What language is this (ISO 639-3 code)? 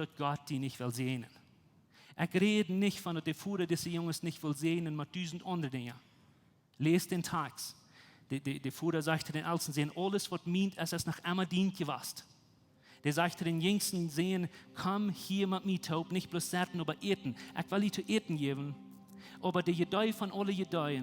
pdt